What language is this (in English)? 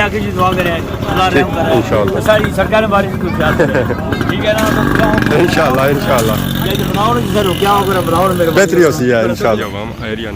Pahari-Potwari